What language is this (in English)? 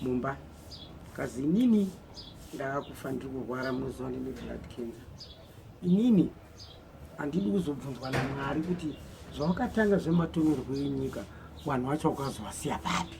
Shona